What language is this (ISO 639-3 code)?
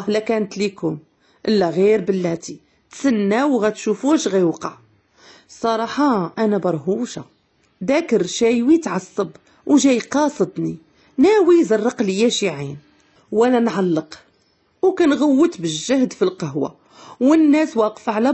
ary